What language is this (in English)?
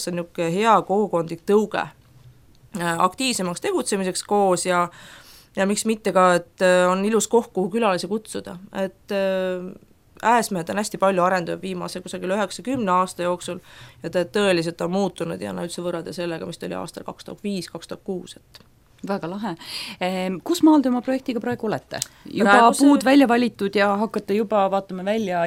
Estonian